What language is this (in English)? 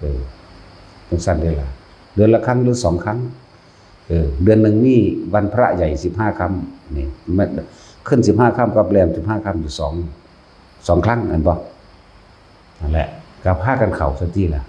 Northeastern Thai